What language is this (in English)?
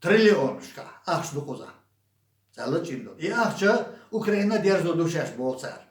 Chechen